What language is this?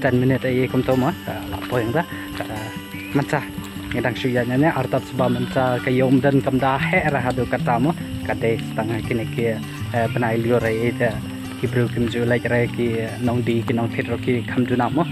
Khasi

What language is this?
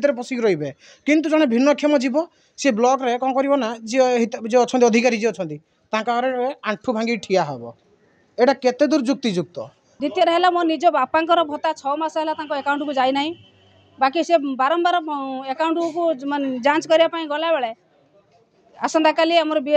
Odia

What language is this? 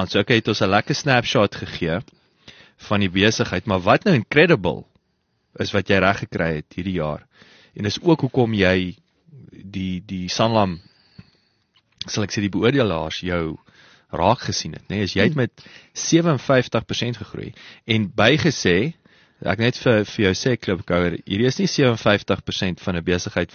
Afrikaans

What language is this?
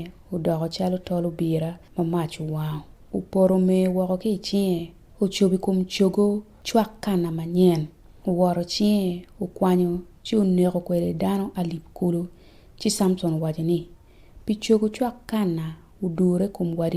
Acoli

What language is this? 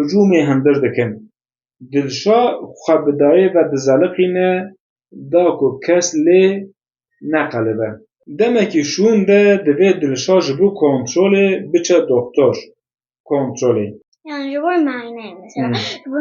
Kurdish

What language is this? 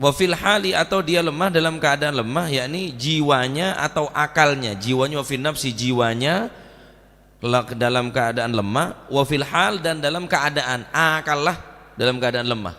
Madurese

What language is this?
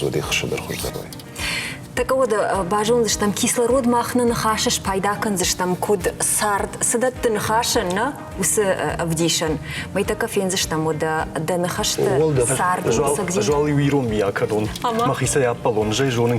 Ossetic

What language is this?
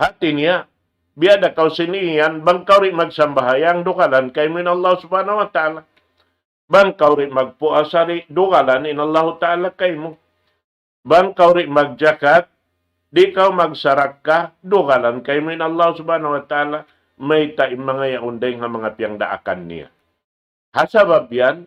Tausug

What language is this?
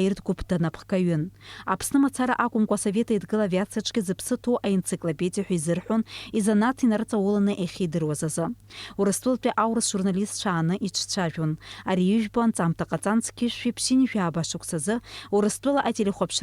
Abkhazian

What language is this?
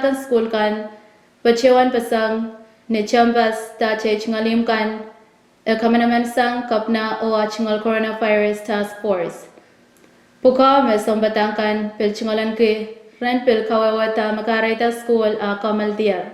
Pohnpeian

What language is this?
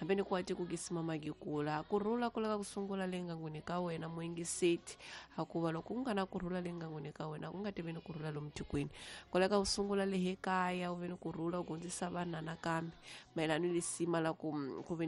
Tsonga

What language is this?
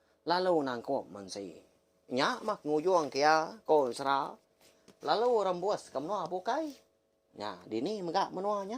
Iban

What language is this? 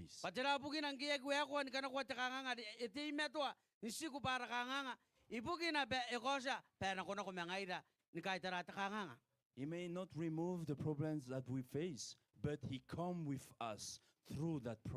Gilbertese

